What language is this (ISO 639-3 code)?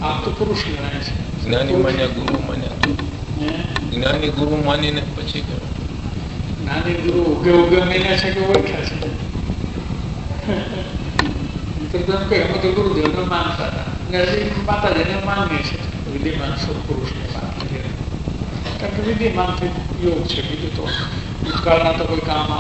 guj